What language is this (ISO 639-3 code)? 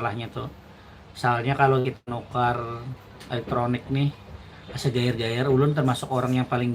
bjn